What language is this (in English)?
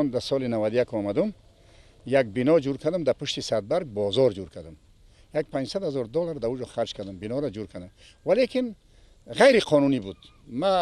Persian